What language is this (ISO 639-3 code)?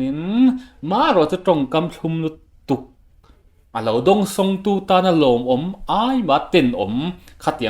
lus